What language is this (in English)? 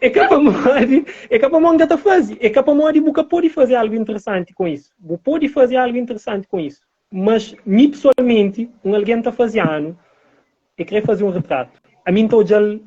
Kabuverdianu